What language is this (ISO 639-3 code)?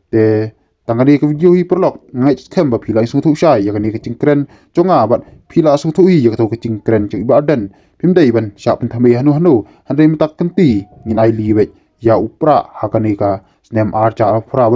kha